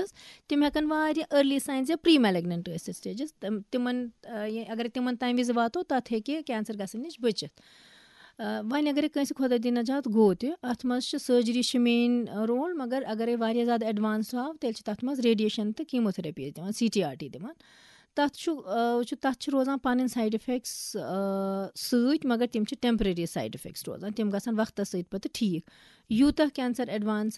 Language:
Kashmiri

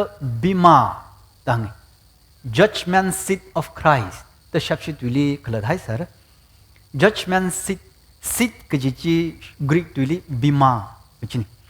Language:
Tangkhul Naga (India)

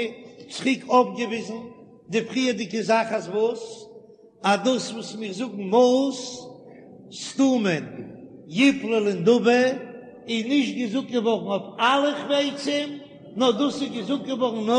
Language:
Yiddish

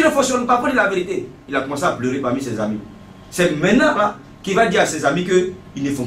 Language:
French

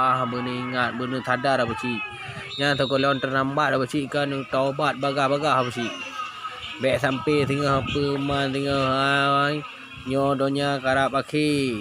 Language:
Achinese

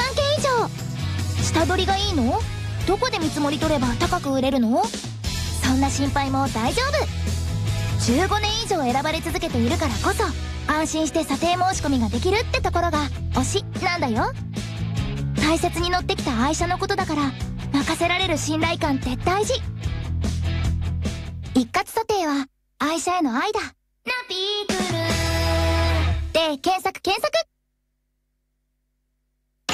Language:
Japanese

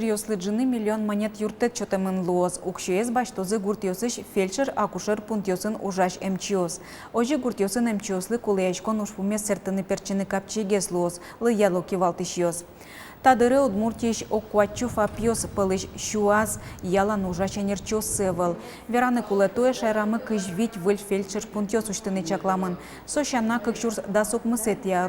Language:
Udmurt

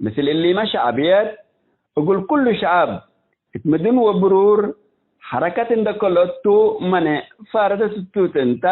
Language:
Tigre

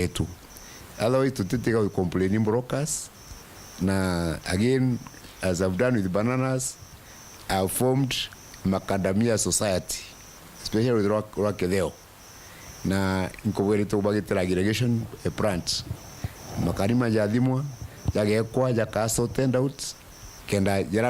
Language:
Meru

